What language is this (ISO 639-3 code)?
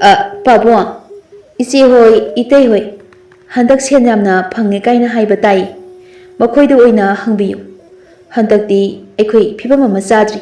mni